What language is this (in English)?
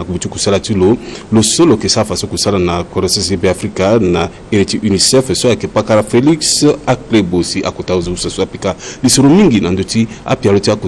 Sango